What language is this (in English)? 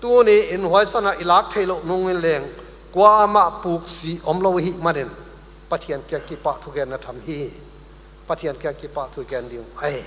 Paite Chin